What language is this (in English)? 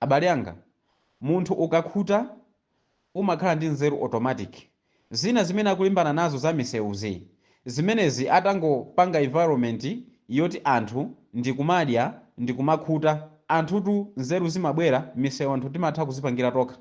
Nyanja